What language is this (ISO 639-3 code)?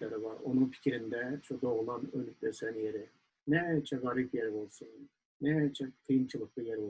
tuk